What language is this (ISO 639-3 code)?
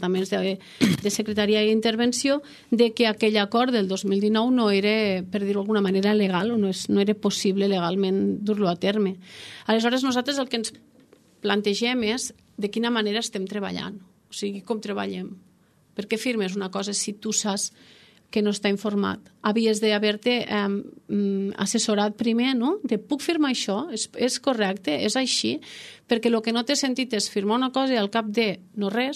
cat